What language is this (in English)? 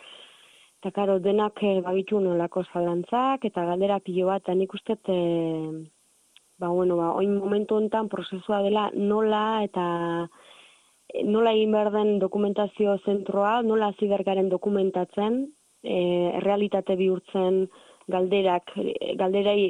Basque